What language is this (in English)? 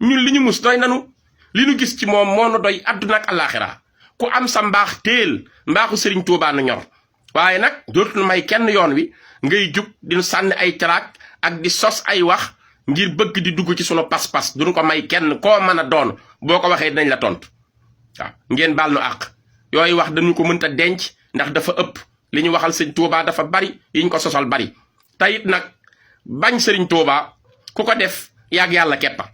Wolof